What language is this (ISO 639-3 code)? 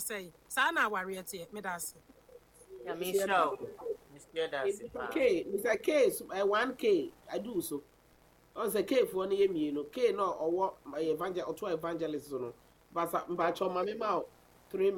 aka